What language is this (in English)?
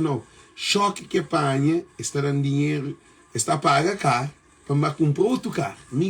Kabuverdianu